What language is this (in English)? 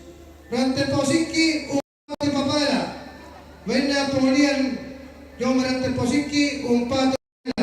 Toraja-Sa'dan